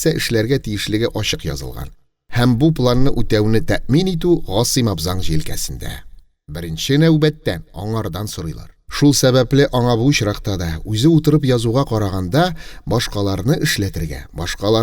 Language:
Tatar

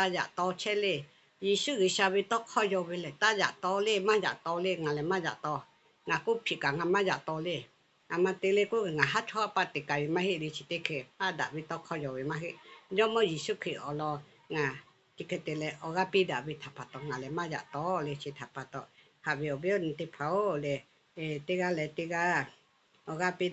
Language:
Lahu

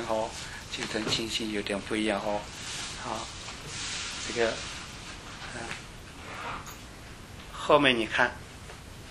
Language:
Chinese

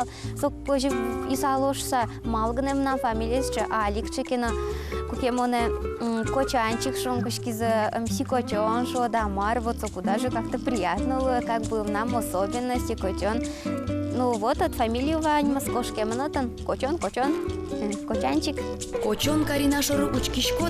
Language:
Udmurt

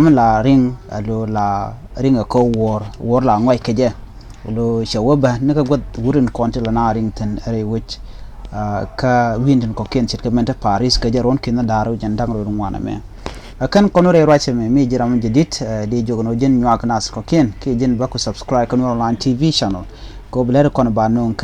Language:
Nuer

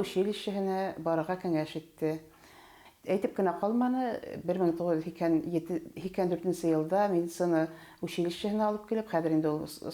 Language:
Bashkir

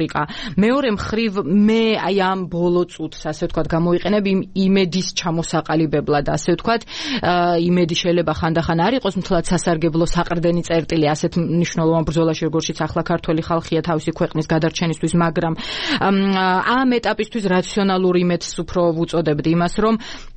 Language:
Georgian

